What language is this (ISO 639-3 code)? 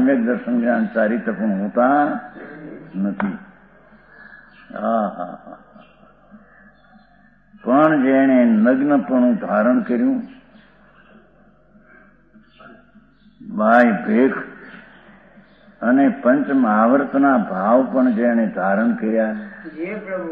guj